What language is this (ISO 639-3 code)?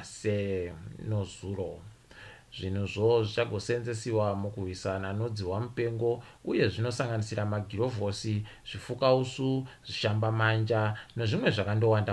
ndc